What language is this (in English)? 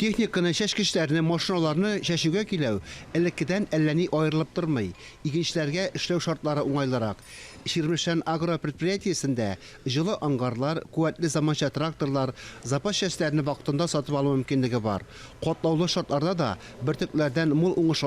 Tatar